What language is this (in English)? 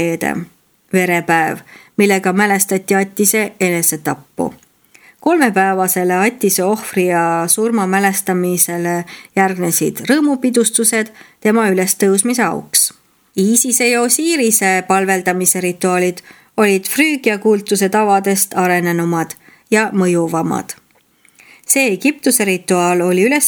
Estonian